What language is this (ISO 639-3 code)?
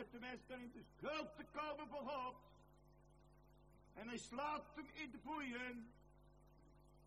nld